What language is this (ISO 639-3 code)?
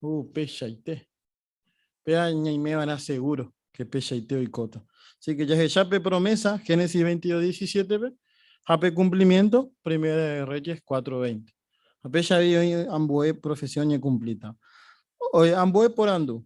grn